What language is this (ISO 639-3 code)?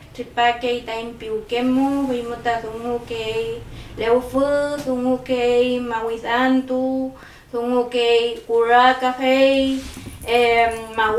arn